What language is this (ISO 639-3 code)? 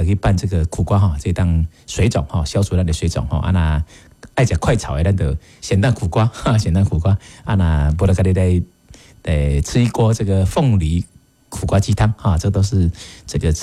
nan